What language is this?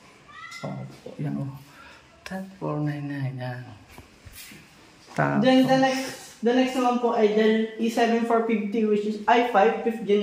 Filipino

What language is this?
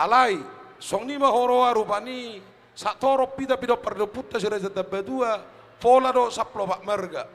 Batak Toba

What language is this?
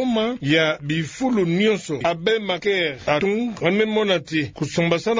Kituba (Democratic Republic of Congo)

